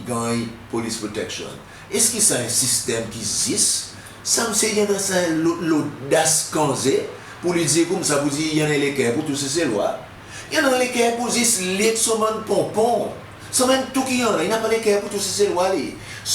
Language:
Seselwa Creole French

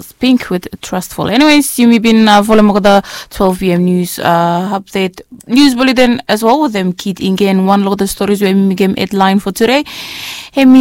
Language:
Bislama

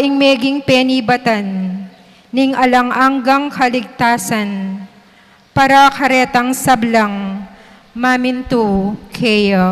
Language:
Pampanga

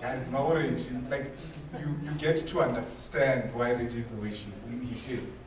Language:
Northern Sotho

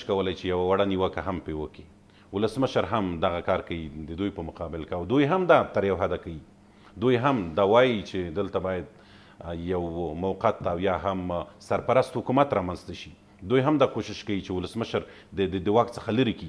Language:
Pashto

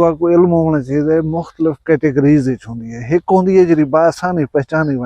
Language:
Saraiki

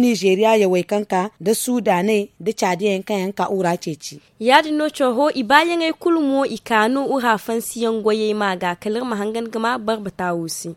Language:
Zarma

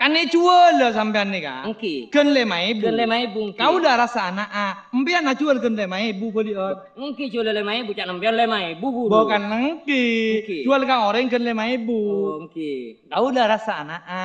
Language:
Madurese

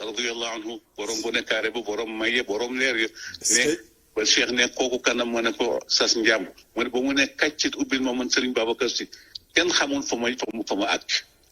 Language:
Wolof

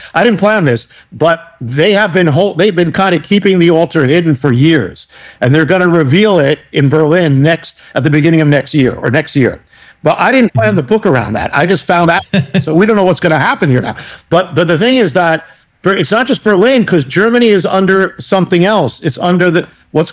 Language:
English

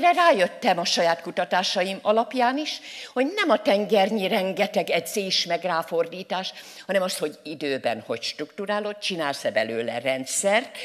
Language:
Hungarian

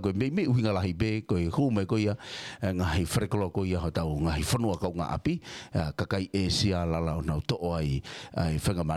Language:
Tongan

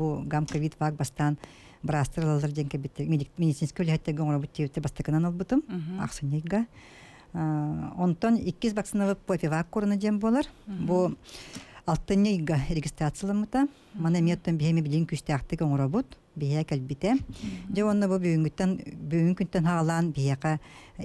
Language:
Yakut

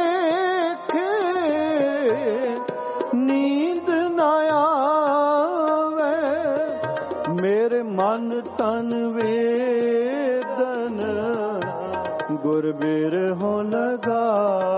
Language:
Punjabi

